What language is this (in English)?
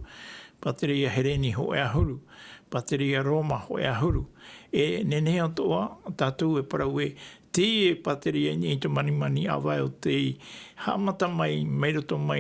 Tahitian